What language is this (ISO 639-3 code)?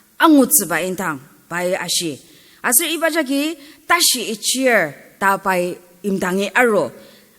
njo